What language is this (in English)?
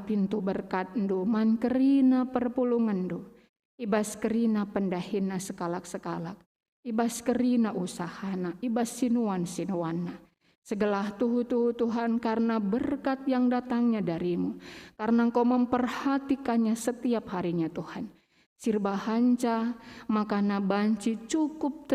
Batak Karo